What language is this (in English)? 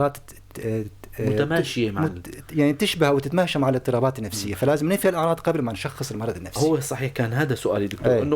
North Levantine Arabic